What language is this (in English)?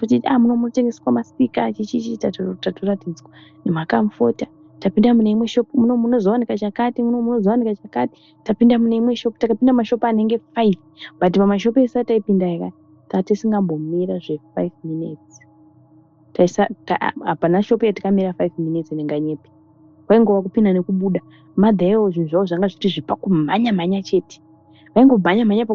Shona